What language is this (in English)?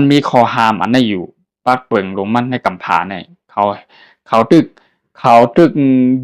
Shan